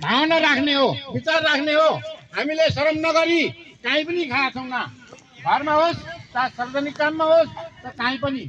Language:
Nepali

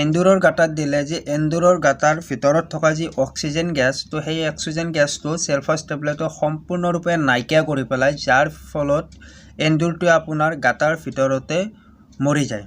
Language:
Assamese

